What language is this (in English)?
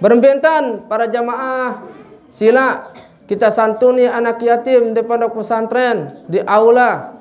Sasak